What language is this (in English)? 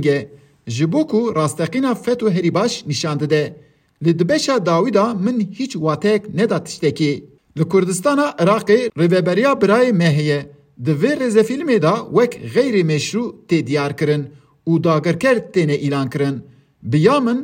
Kurdish